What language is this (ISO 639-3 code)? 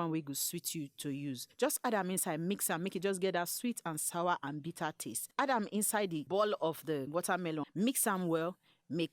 pcm